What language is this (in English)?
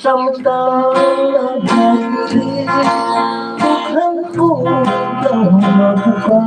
Hiligaynon